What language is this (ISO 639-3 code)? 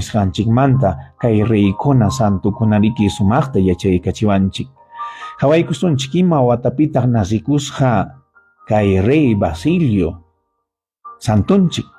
quy